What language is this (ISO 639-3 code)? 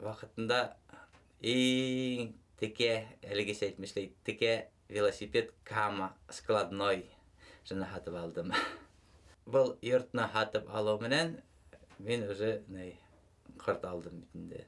bak